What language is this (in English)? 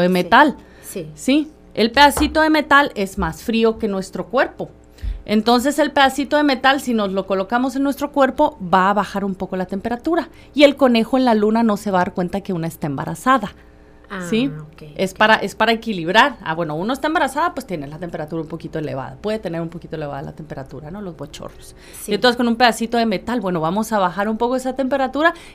Spanish